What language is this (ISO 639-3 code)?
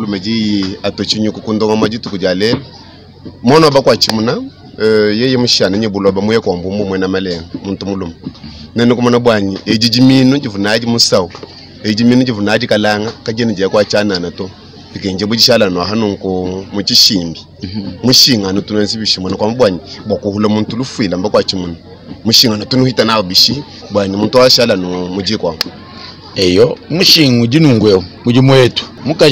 lua